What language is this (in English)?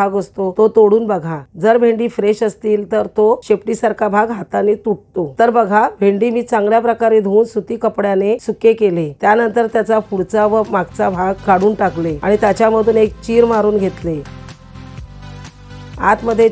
Marathi